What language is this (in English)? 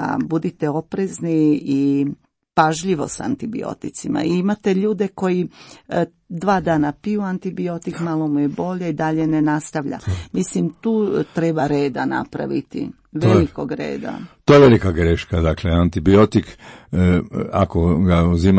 Croatian